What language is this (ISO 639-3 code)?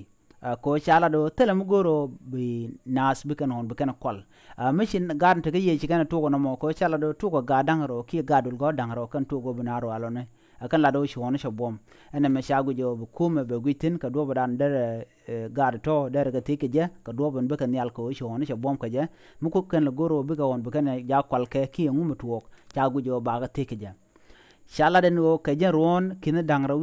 nus